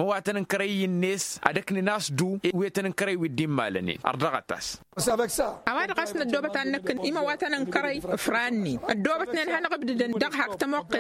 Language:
Tamasheq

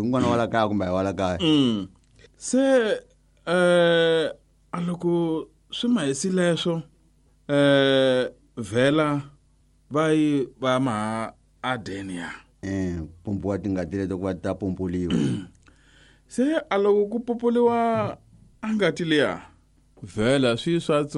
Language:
Tsonga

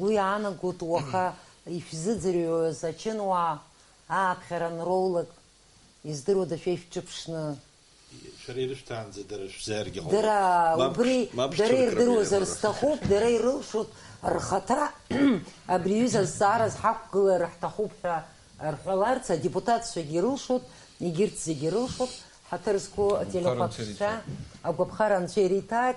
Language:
Abkhazian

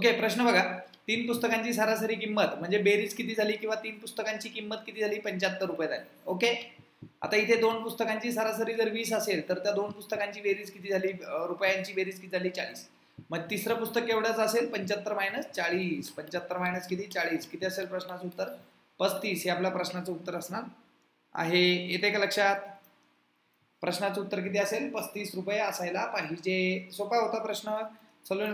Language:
Marathi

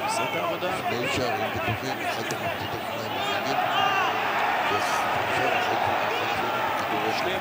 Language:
Hebrew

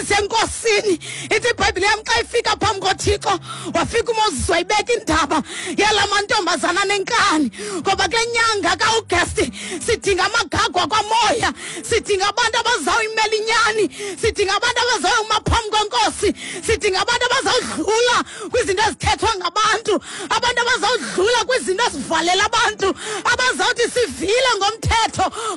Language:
Xhosa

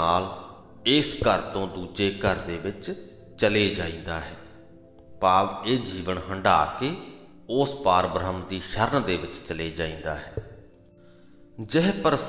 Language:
Punjabi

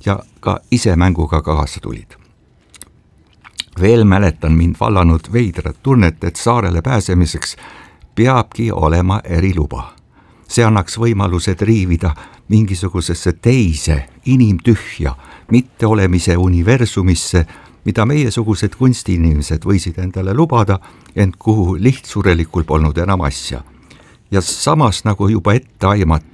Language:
Estonian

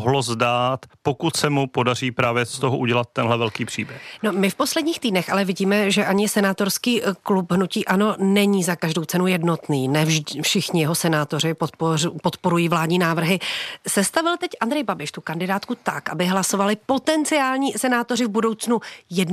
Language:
Czech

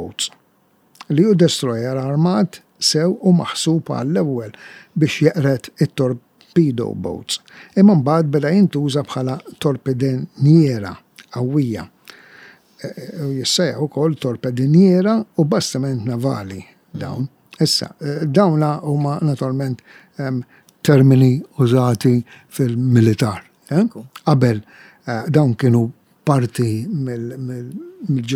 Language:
Maltese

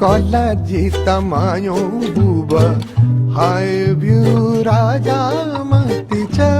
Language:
Newari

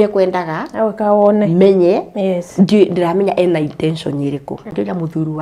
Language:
Kikuyu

